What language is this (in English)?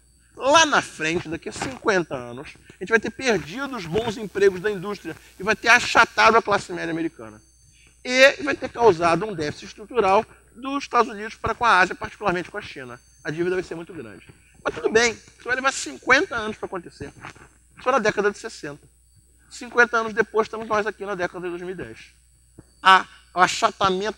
Portuguese